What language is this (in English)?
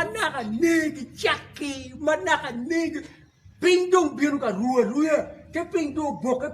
Acoli